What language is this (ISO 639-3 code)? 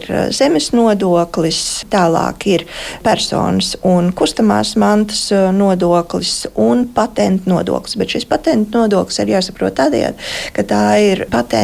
lav